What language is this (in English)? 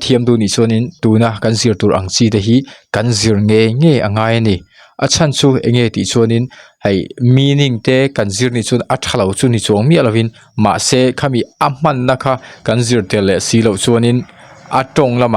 Mizo